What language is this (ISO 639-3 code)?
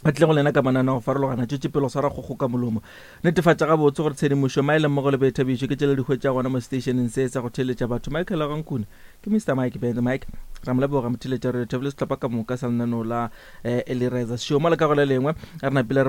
nso